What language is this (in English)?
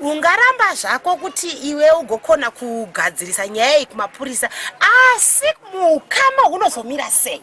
Shona